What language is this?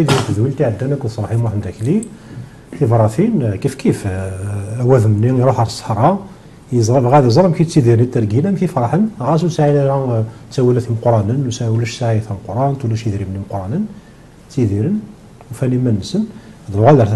Kabyle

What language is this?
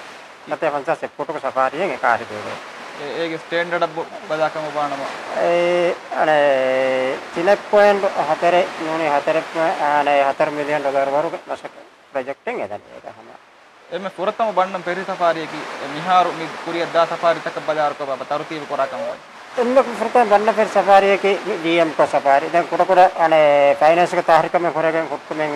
Divehi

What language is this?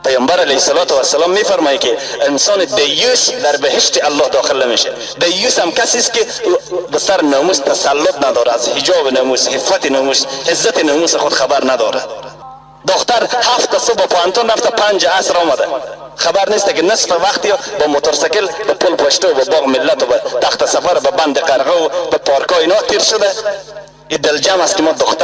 Persian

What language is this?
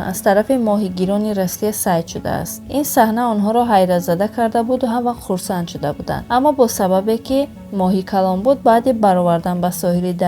Tajik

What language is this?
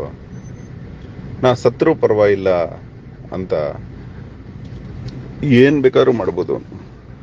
Kannada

